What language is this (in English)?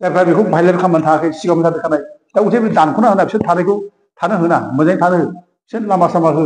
Bodo